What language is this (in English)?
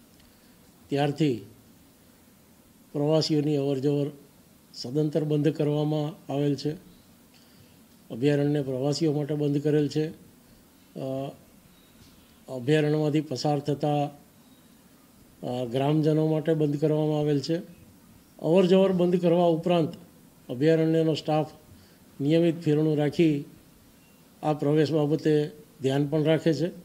Gujarati